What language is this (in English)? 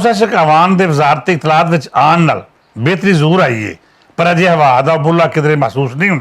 Western Panjabi